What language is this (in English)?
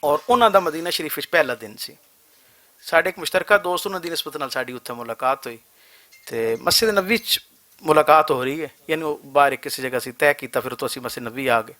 Western Panjabi